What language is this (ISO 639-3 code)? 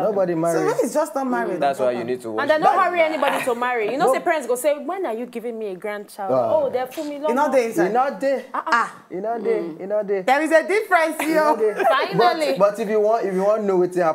pcm